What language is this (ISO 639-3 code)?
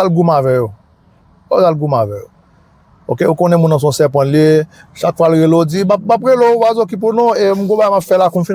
hat